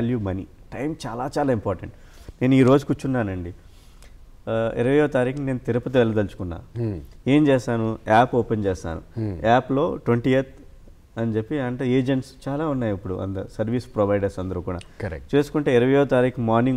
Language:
Telugu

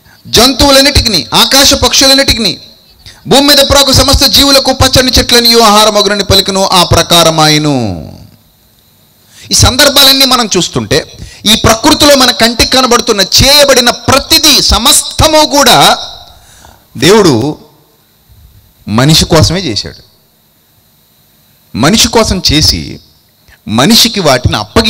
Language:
Telugu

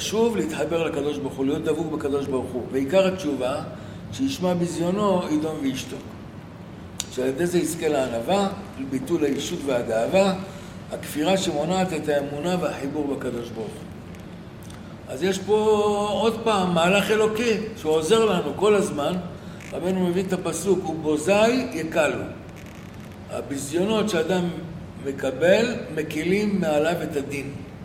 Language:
Hebrew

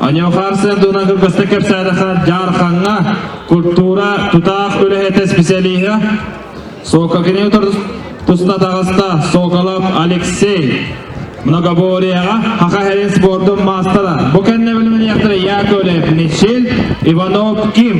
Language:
Yakut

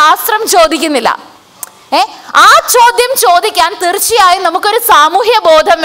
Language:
Malayalam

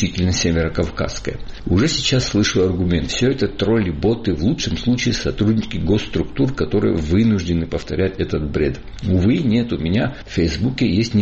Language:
Russian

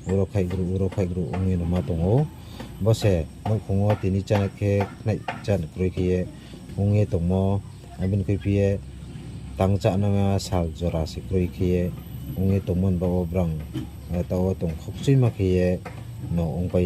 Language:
Riang (India)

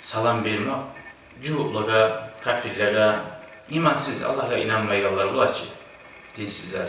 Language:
Kumyk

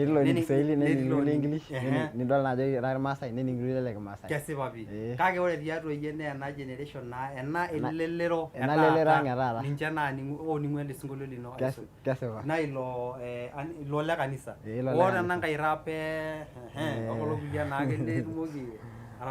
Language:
Masai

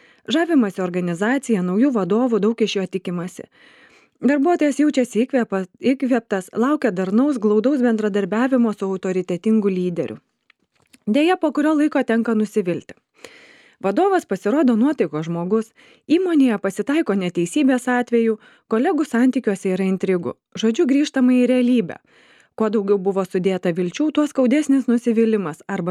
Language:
Lithuanian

